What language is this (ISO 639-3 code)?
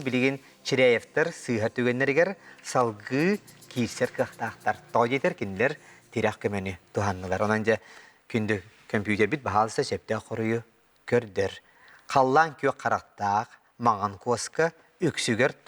sah